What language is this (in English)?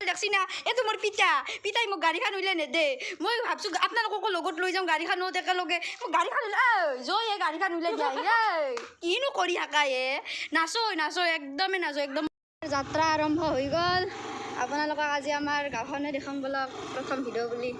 Assamese